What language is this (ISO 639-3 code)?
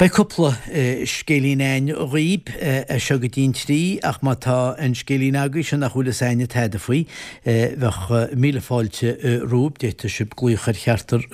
gle